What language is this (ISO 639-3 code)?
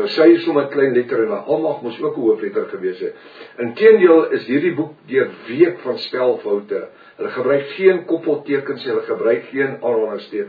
afr